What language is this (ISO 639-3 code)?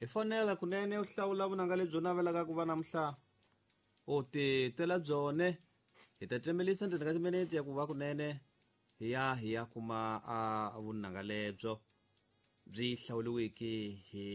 tso